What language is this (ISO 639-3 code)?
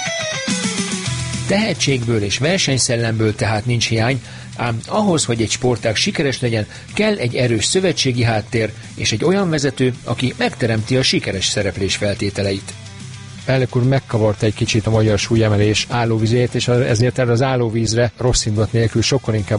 hun